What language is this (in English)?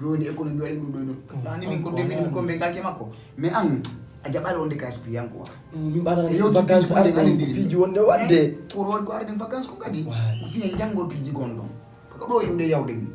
Fula